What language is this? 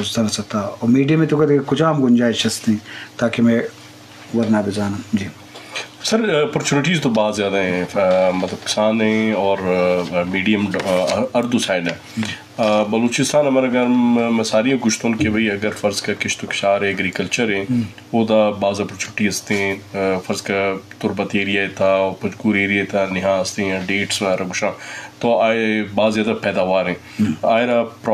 Eastern Balochi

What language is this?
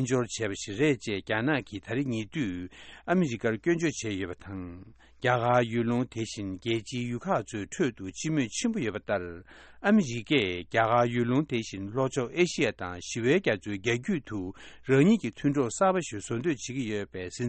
Tibetan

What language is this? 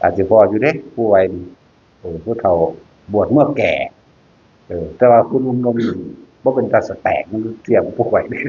Northeastern Thai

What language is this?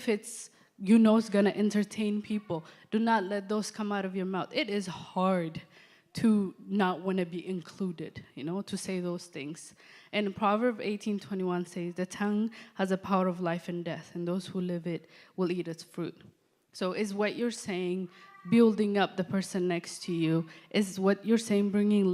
English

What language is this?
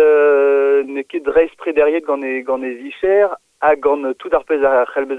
Breton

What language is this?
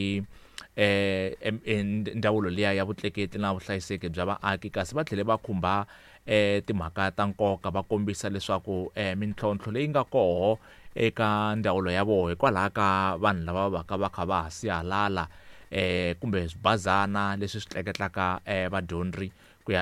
Tsonga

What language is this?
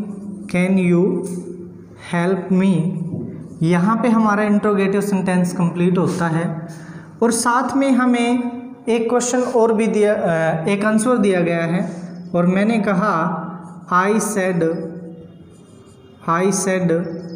Hindi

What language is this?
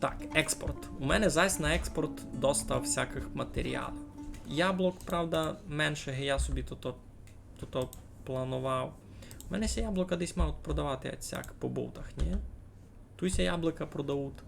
Rusyn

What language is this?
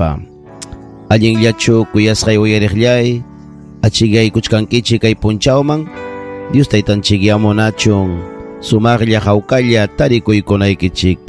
Ayacucho Quechua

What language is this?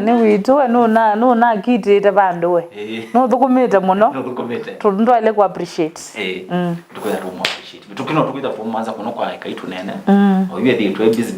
Kamba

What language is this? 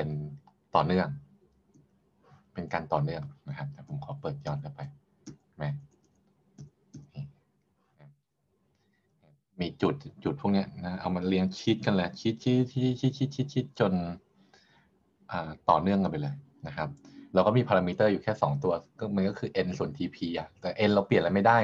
Thai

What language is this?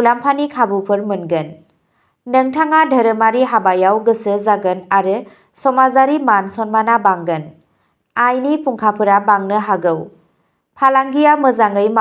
Bodo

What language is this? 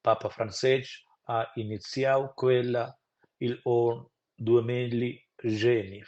Romansh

